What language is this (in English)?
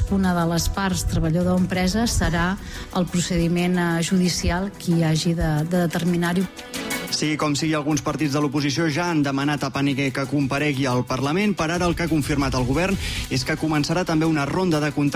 Catalan